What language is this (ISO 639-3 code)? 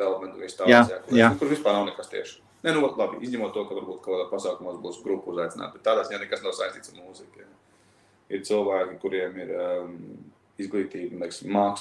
lav